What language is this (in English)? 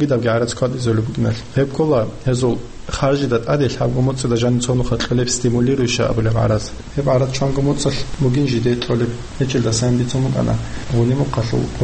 Avaric